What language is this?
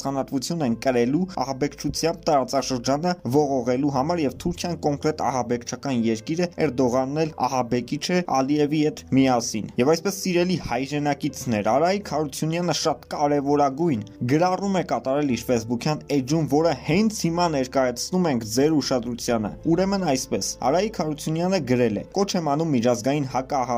Armenian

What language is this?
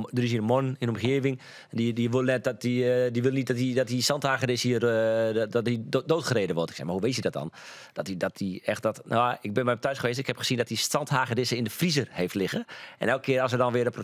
Western Frisian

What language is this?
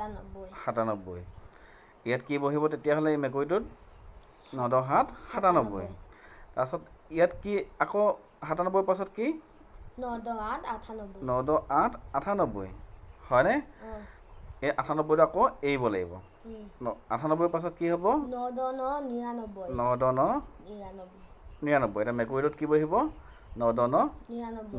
Assamese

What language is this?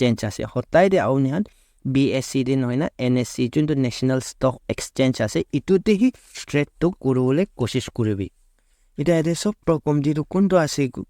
Naga Pidgin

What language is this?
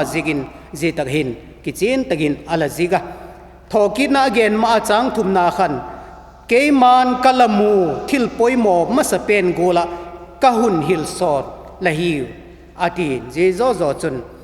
Vaiphei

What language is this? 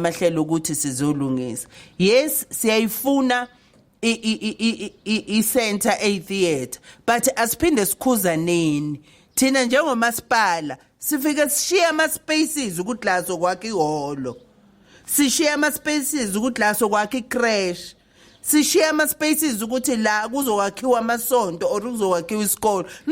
Zulu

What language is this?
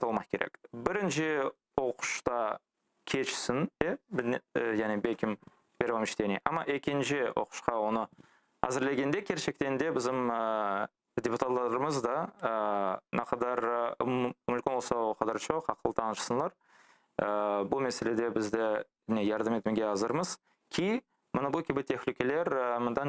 Crimean Tatar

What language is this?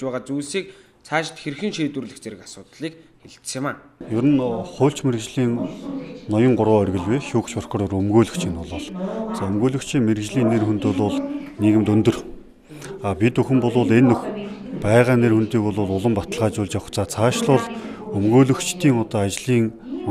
Mongolian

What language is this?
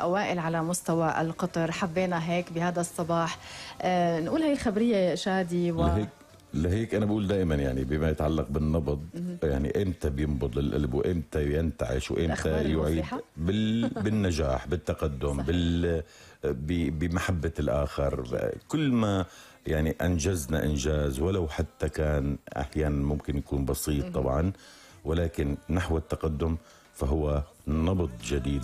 North Levantine Arabic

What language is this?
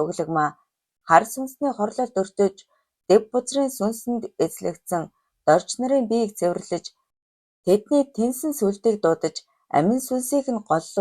Mongolian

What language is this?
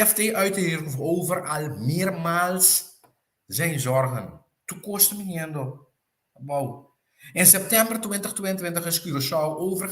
Papiamento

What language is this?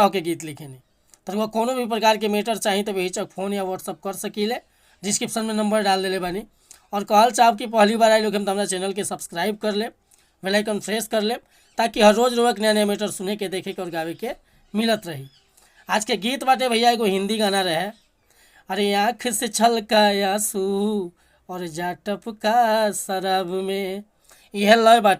Bhojpuri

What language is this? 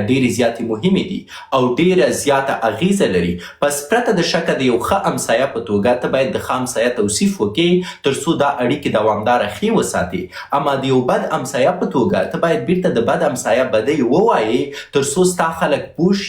Pashto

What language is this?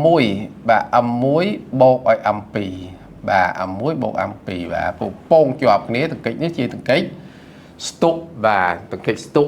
Khmer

